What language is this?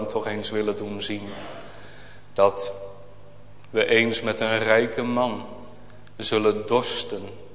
Dutch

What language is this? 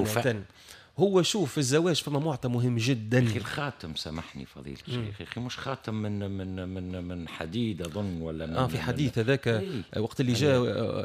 Tunisian Arabic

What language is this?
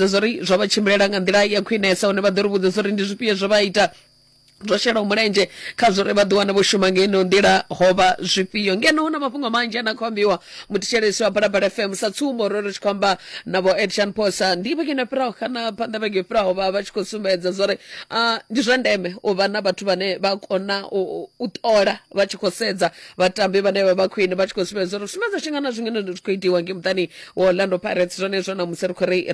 Venda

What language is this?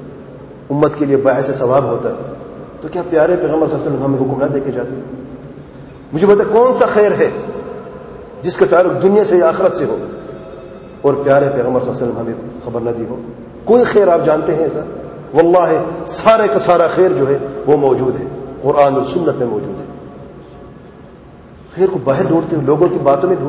Urdu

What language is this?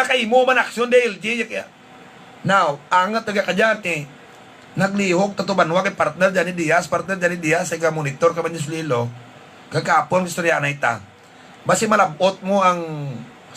Hiligaynon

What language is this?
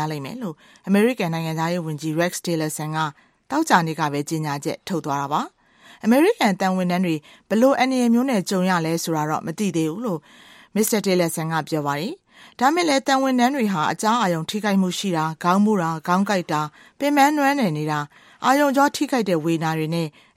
Burmese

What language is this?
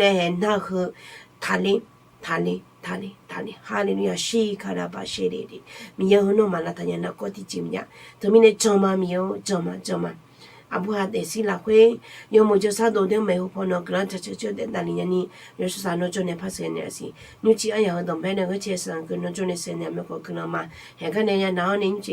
Akha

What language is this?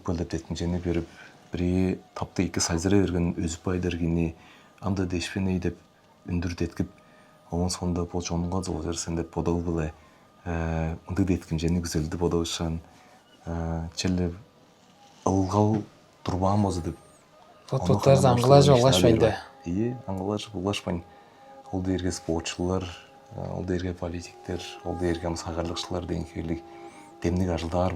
Tuvinian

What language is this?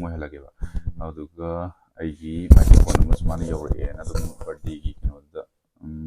Manipuri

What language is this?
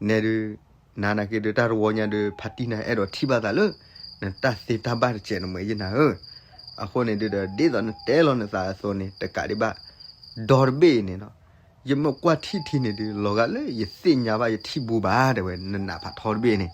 S'gaw Karen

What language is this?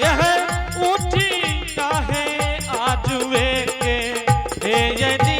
Angika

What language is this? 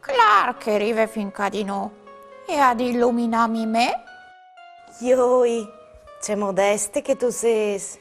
Friulian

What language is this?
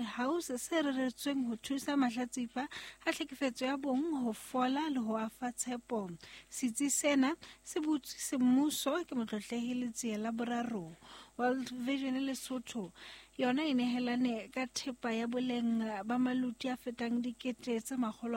Southern Sotho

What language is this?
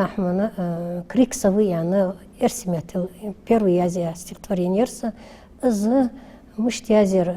Ingush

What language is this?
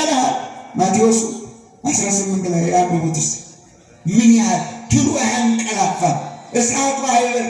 Amharic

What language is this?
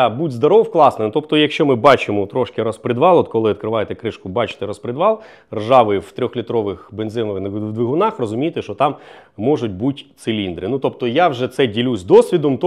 Ukrainian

